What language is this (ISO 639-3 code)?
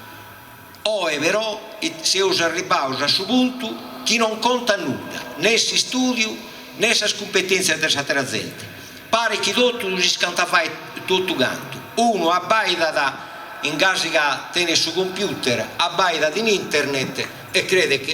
srd